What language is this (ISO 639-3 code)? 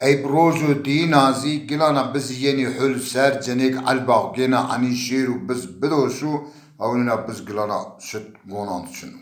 zza